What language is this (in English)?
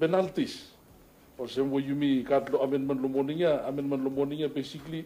Bislama